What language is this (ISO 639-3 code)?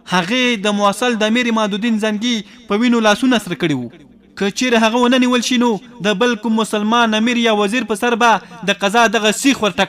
pus